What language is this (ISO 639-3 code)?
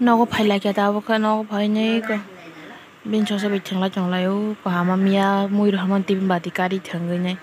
trp